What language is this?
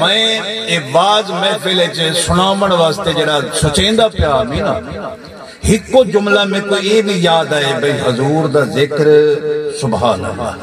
Saraiki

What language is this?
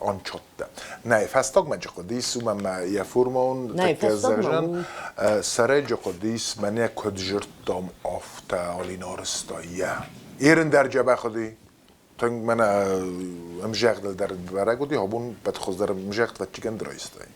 Ossetic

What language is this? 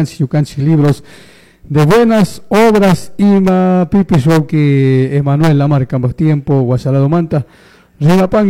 Chimborazo Highland Quichua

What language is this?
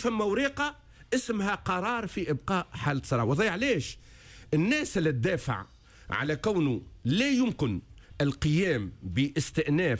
Tunisian Arabic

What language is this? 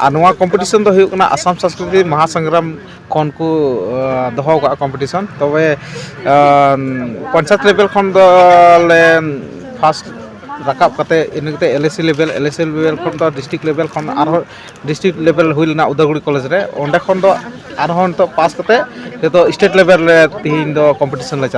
Santali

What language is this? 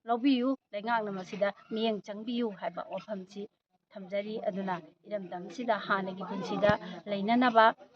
Manipuri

